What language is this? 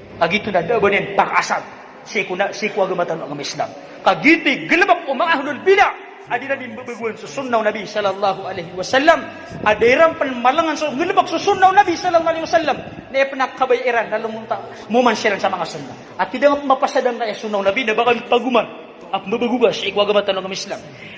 Maranao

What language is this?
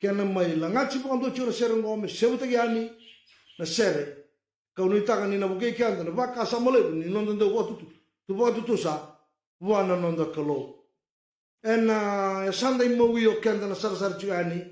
Fijian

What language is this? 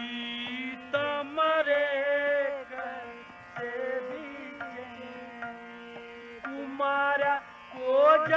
Hindi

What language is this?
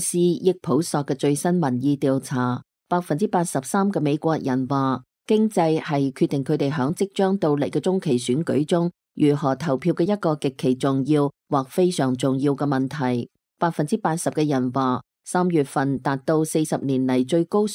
Cantonese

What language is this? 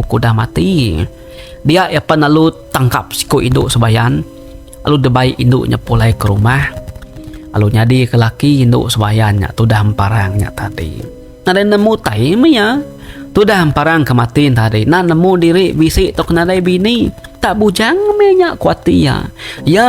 Iban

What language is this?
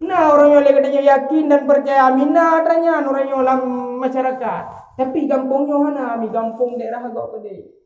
Achinese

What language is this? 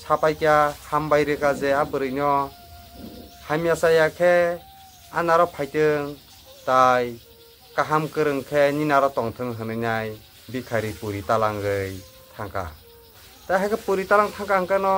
Kok Borok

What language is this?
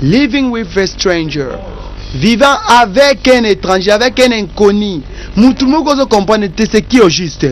Lingala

